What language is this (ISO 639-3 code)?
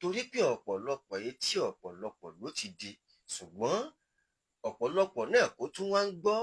yor